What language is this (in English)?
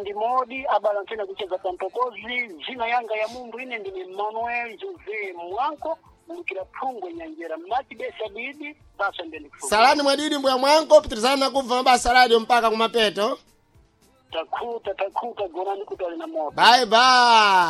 Sena